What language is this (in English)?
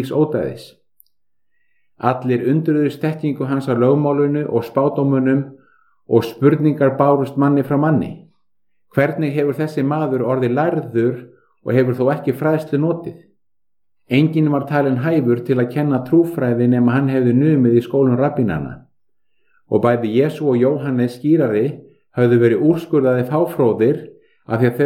Icelandic